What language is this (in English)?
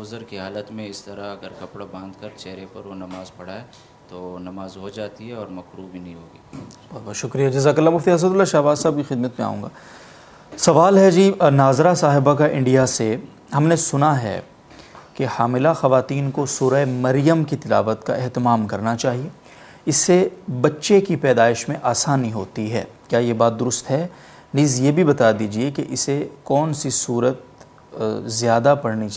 Urdu